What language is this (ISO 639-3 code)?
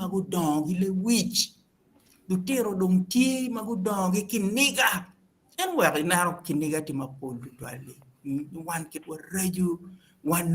ach